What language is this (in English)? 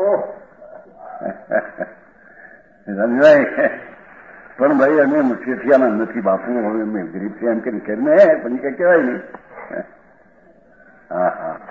Gujarati